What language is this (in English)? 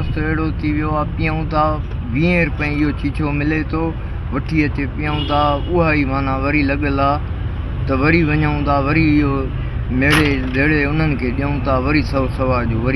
Sindhi